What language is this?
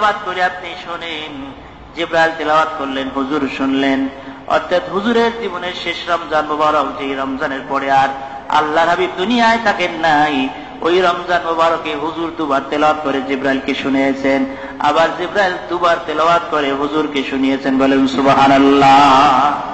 Bangla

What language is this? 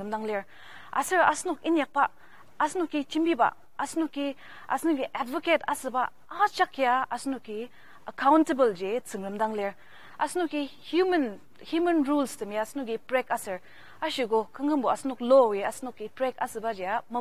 Ao Naga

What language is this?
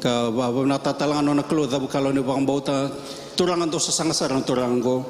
Fijian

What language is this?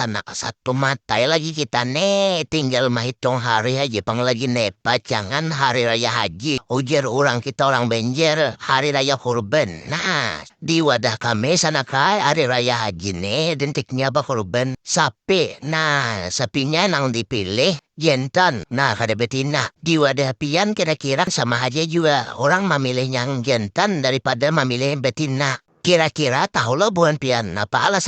Banjar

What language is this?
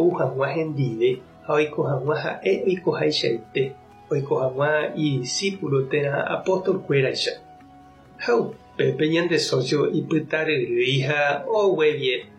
Guarani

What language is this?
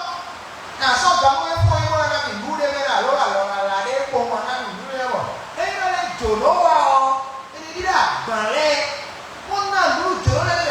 Fon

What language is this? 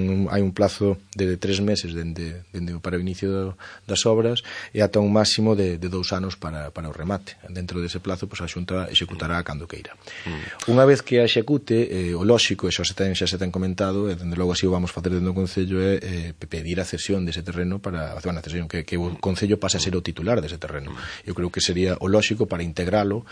Galician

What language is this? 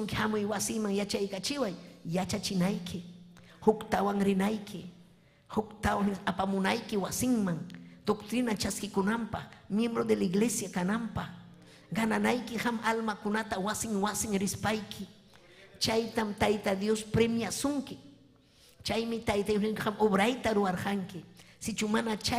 Ayacucho Quechua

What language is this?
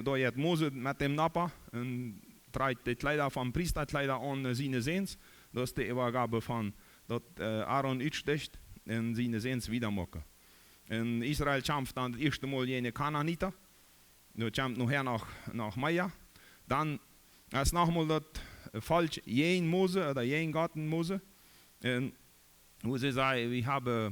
Plautdietsch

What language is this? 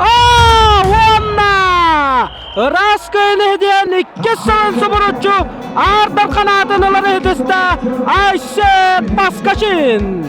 Yakut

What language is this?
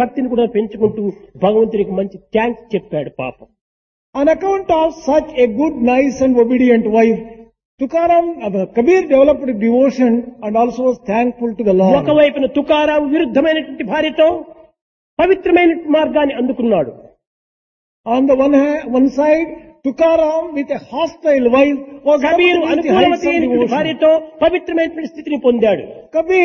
Telugu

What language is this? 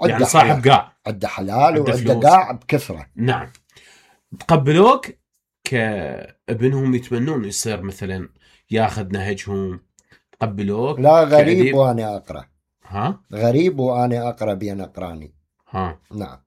Mesopotamian Arabic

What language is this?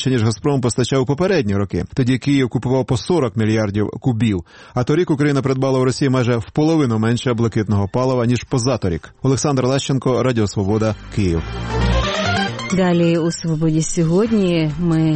Ukrainian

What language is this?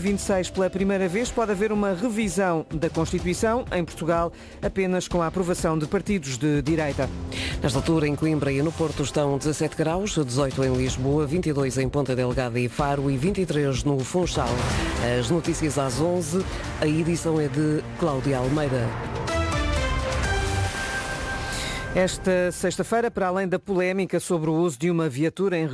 Portuguese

